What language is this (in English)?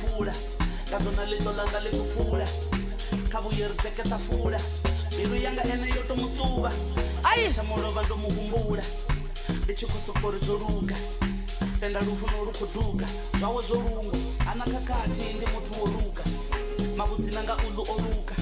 Venda